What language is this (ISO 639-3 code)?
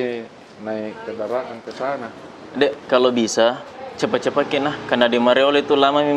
mfp